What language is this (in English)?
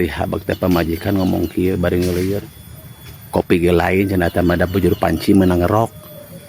Sundanese